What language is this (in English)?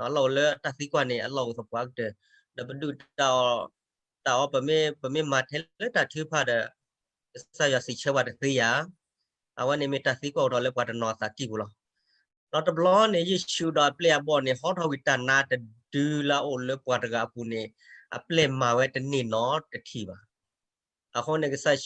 S'gaw Karen